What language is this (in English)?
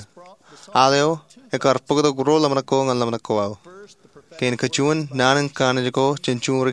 Marshallese